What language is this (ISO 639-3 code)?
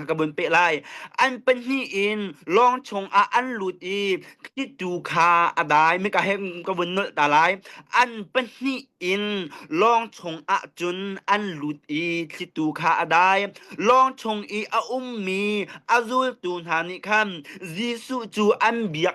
cnh